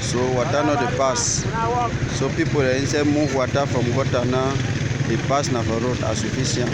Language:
Cameroon Pidgin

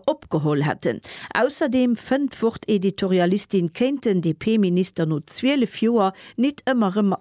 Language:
Luxembourgish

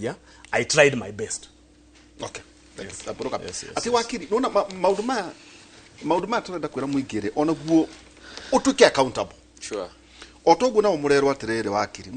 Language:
Kikuyu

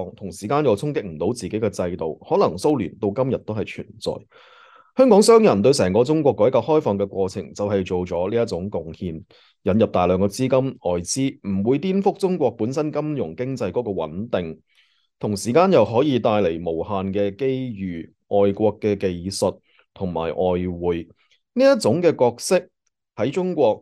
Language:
Cantonese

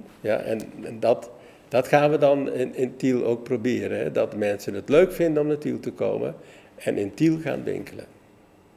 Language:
Dutch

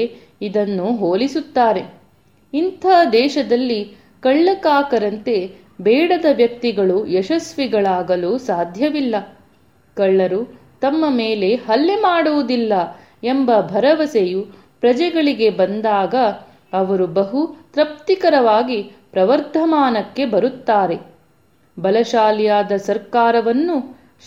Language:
Kannada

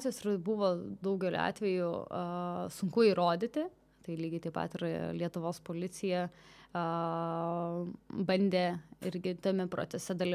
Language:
Lithuanian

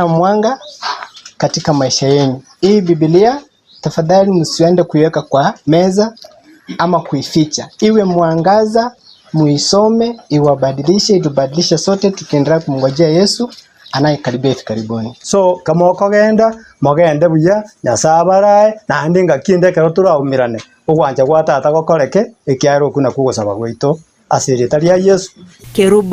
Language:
Gusii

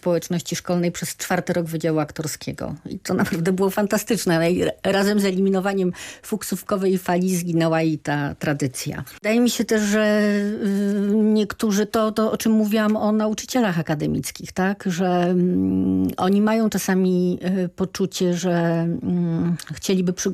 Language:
Polish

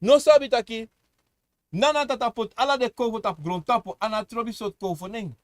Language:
Sranan Tongo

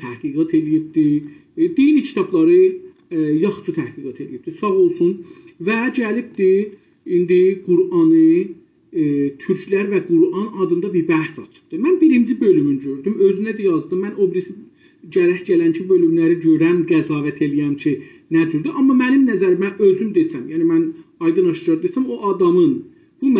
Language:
South Azerbaijani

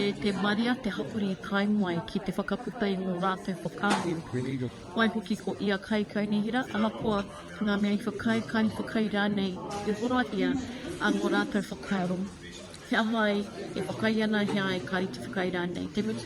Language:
Māori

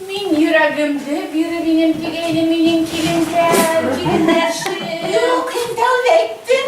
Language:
Bashkir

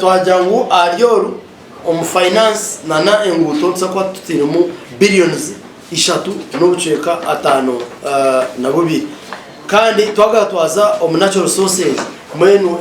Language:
Nyankole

